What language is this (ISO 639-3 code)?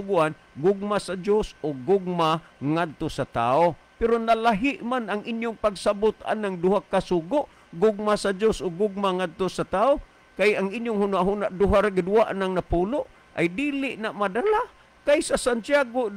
ceb